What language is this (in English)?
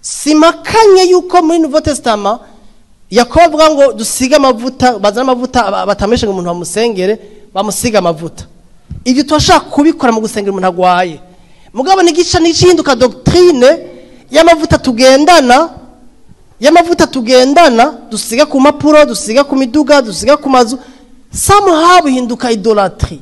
Rundi